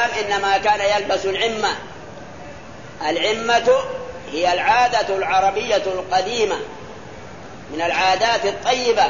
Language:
Arabic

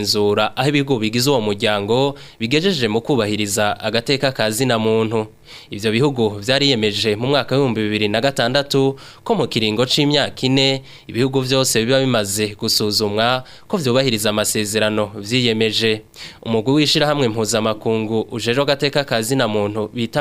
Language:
Rundi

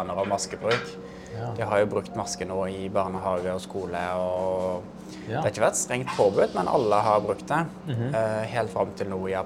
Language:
Norwegian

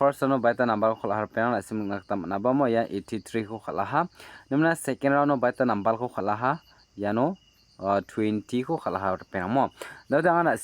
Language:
Garo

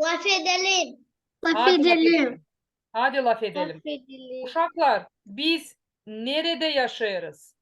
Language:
Gagauz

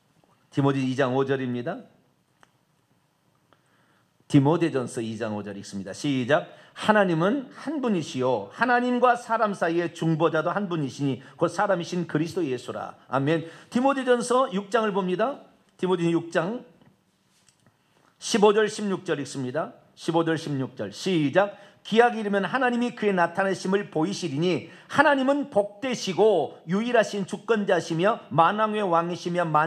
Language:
Korean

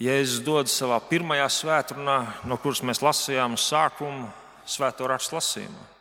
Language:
Latvian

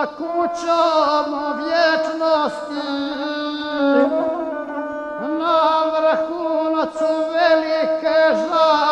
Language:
Croatian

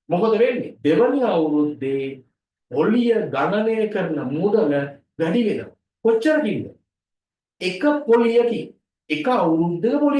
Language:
Sinhala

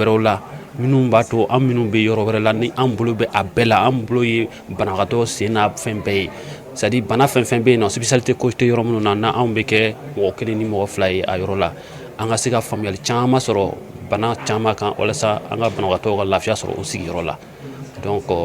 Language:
Bambara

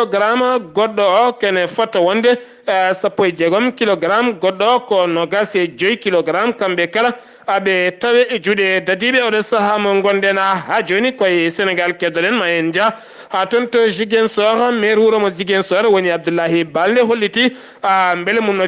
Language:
Fula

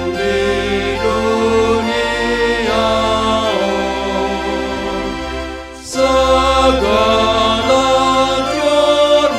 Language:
Batak Simalungun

